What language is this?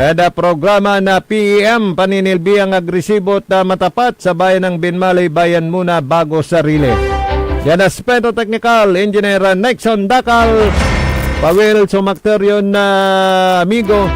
Pangasinan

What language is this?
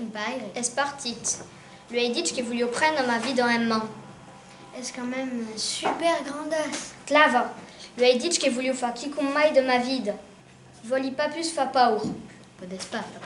Occitan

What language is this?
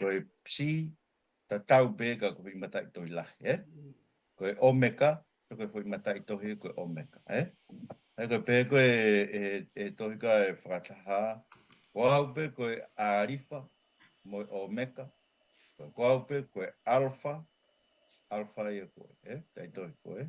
Tongan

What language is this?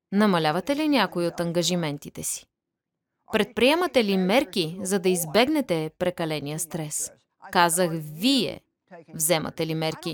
Bulgarian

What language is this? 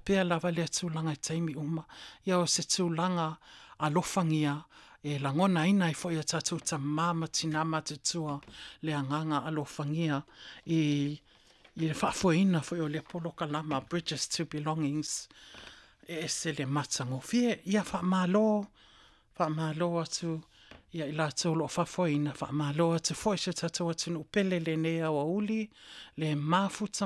Samoan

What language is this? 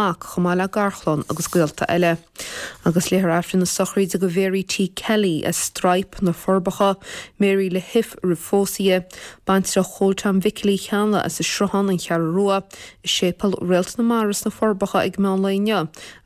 Irish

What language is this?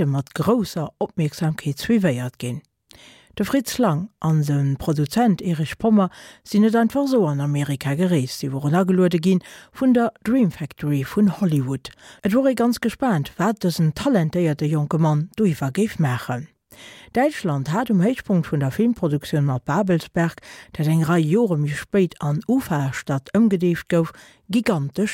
Luxembourgish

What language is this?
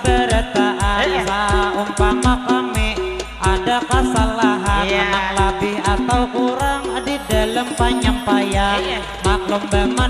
Banjar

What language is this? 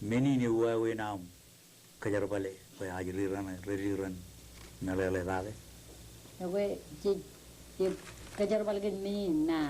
Marshallese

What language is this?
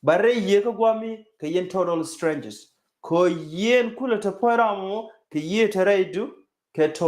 Nuer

